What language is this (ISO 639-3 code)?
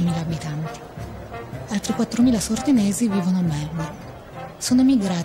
ita